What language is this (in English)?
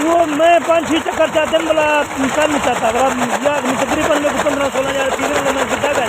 Saraiki